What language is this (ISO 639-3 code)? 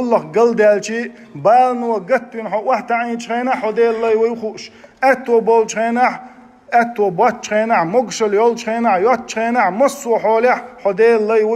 che